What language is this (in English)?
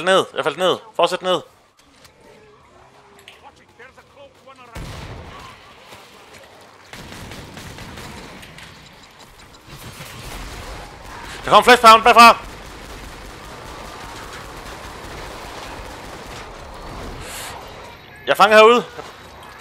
Danish